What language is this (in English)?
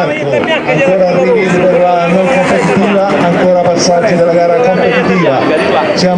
Italian